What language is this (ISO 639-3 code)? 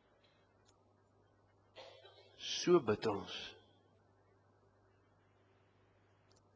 afr